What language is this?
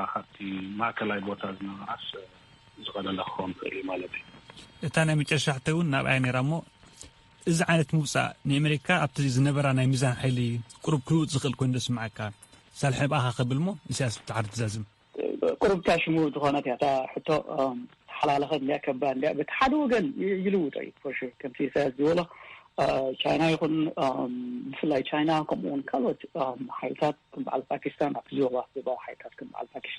Tigrinya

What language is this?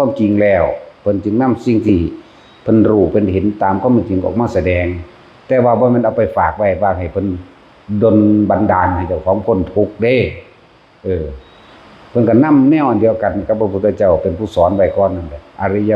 Northeastern Thai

